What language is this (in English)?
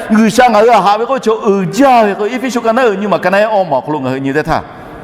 Lahu